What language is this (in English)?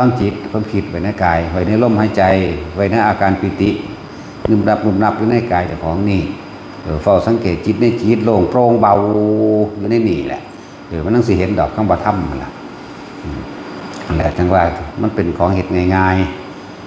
Northeastern Thai